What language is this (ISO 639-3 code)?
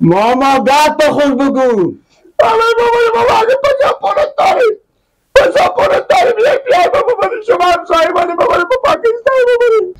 fas